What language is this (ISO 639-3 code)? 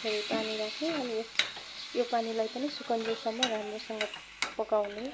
nep